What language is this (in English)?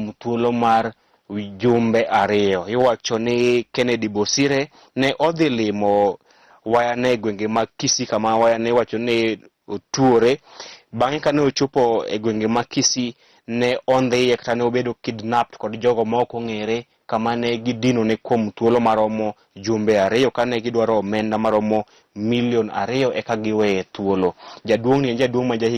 Luo (Kenya and Tanzania)